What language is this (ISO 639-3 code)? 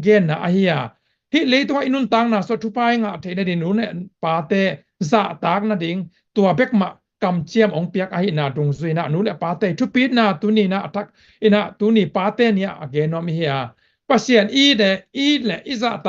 ctd